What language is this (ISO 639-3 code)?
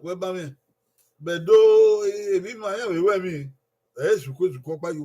bin